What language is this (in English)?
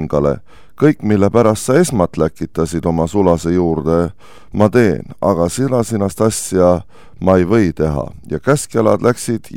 Estonian